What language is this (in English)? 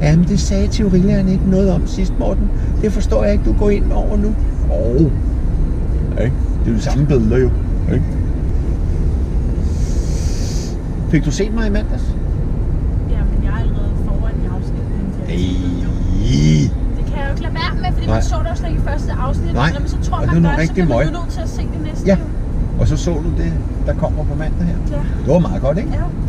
Danish